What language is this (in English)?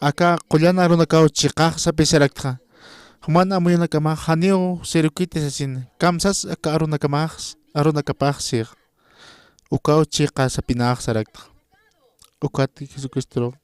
Aymara